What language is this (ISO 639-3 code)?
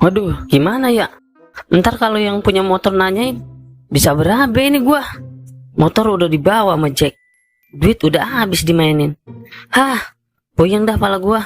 bew